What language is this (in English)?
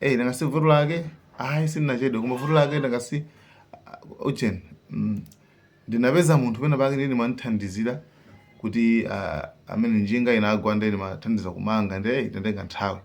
Nyanja